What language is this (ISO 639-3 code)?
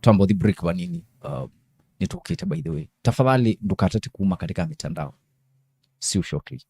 kam